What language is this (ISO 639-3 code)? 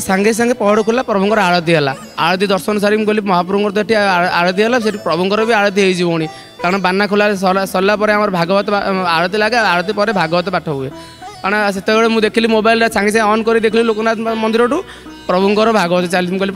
ori